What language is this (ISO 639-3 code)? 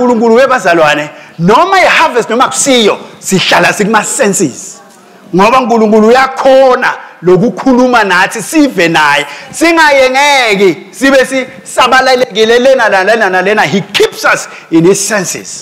ssw